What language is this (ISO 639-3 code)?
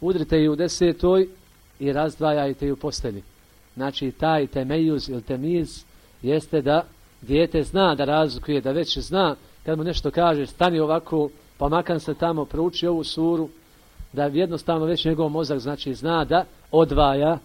bos